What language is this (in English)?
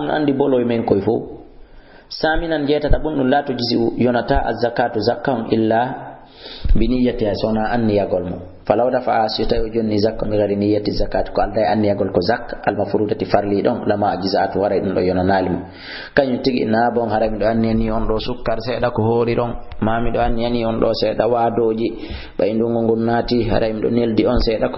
Fula